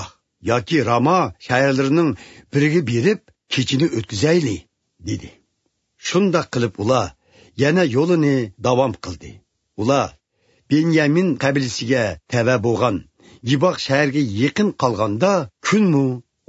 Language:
Uyghur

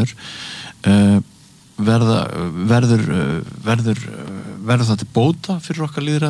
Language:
Icelandic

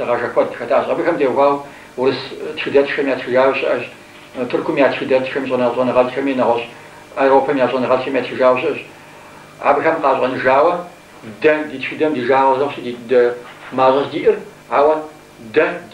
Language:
Kabardian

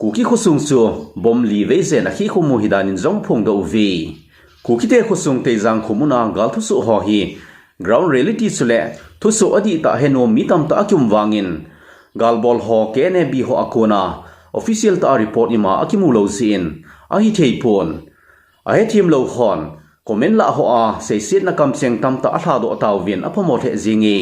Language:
Thado Chin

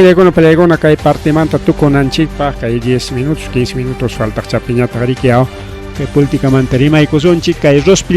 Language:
Ayacucho Quechua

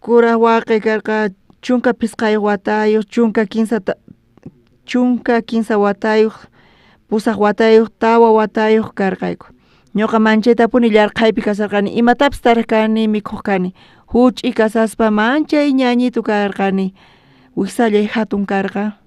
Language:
South Bolivian Quechua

